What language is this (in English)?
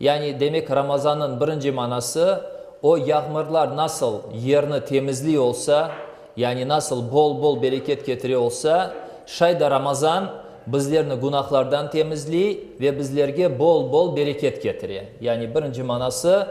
Crimean Tatar